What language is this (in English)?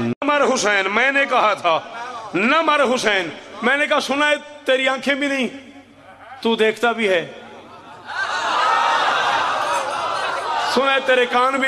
Urdu